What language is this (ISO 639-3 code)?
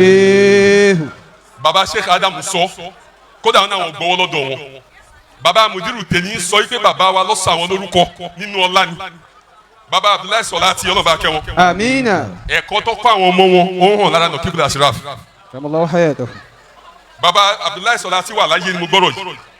yor